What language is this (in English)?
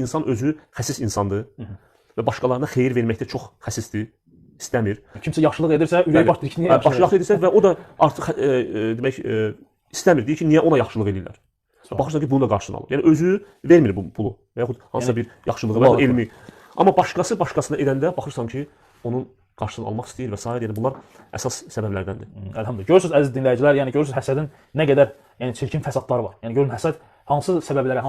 Azerbaijani